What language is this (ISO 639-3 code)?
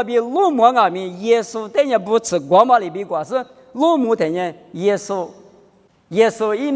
lis